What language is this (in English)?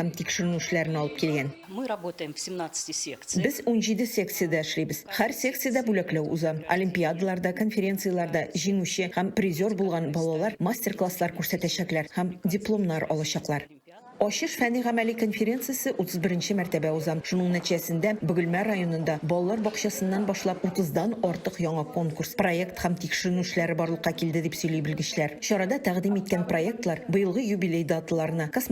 Tatar